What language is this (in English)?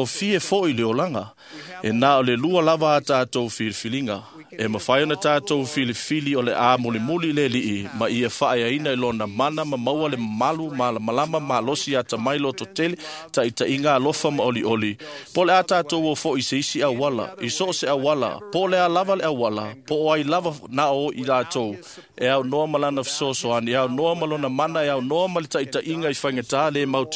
Samoan